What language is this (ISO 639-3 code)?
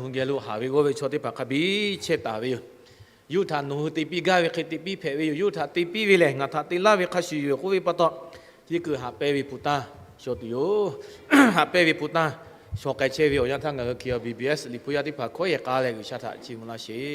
lhu